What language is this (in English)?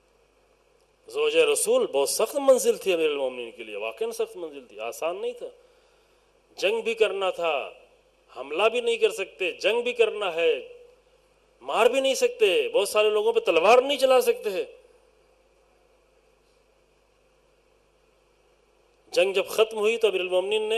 Urdu